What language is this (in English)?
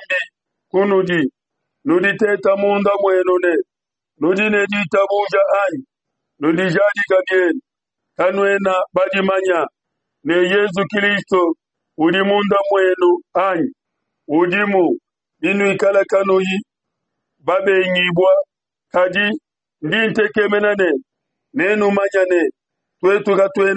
Luba-Lulua